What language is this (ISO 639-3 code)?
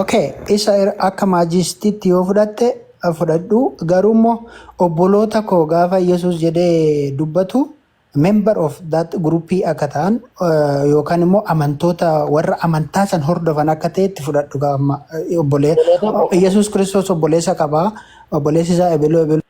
orm